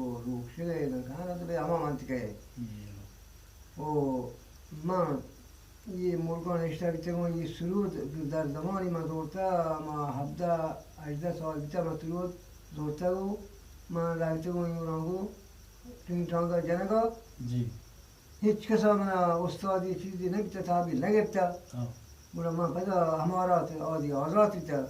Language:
Eastern Balochi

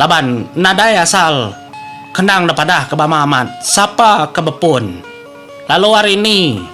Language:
Iban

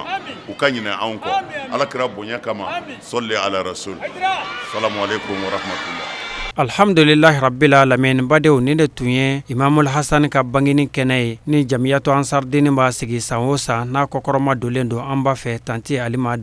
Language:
Bambara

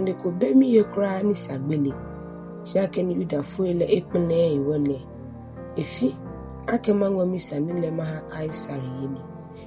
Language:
Ga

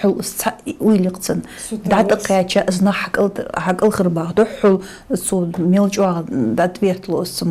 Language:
Ingush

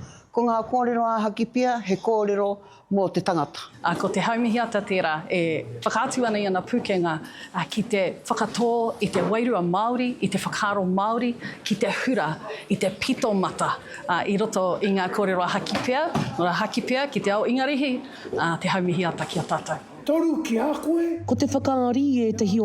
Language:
Māori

